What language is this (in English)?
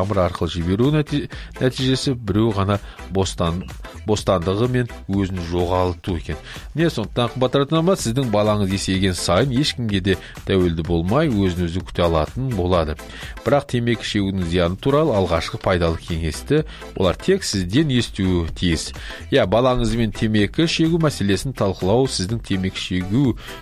Kazakh